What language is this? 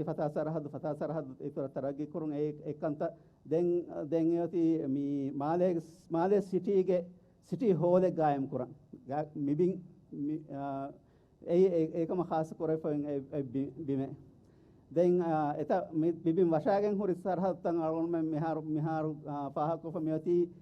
Divehi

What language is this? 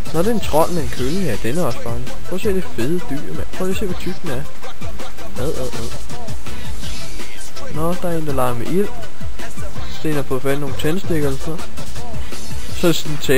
Danish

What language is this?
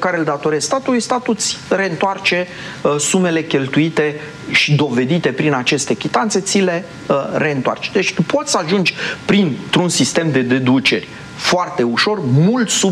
Romanian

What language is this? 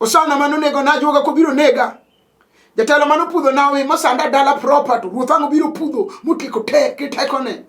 Luo (Kenya and Tanzania)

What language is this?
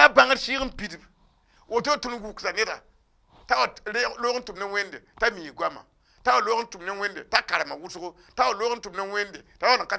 Mossi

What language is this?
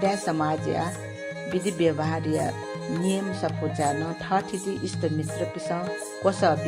Newari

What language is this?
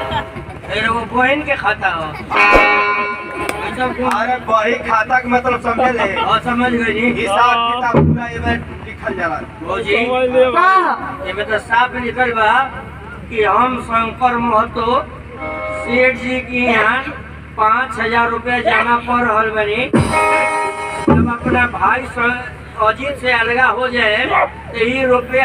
Bhojpuri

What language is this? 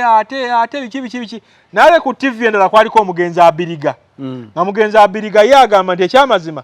Ganda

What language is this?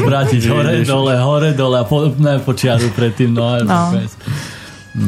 Slovak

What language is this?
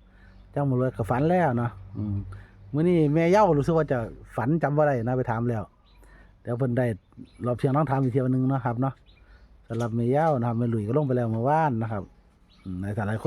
Northeastern Thai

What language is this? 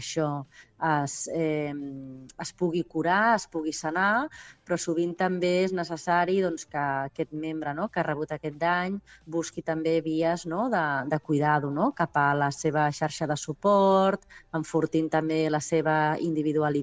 Catalan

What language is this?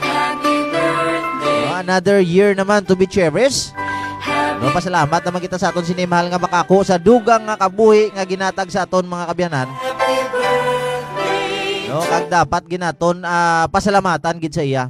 Hiligaynon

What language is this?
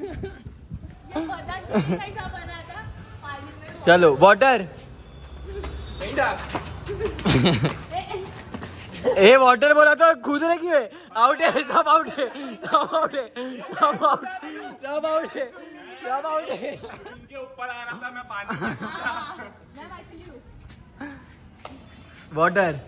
Hindi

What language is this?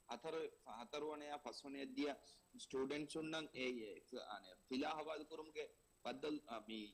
Divehi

